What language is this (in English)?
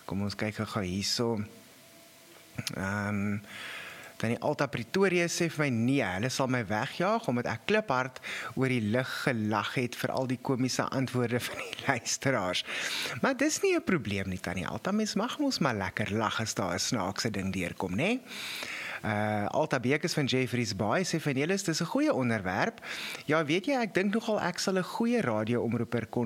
Afrikaans